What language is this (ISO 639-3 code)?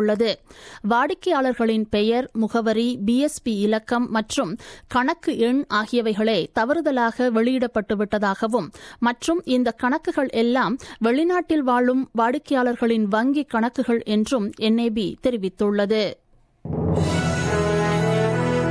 tam